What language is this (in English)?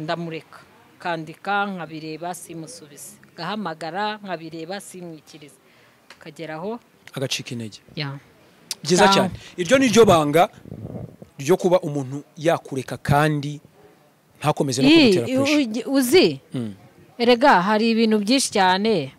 Kinyarwanda